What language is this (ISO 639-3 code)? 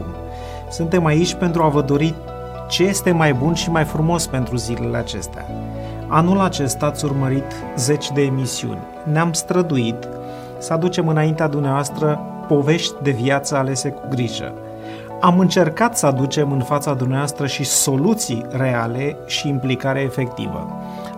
ron